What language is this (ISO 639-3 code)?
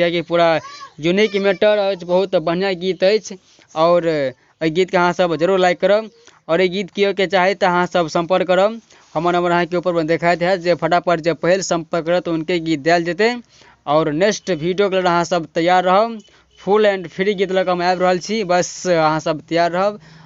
mai